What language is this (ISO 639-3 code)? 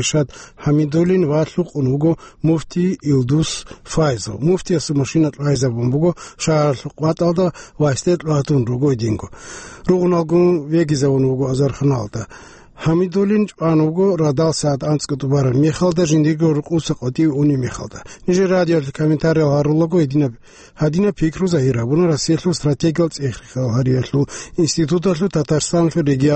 ava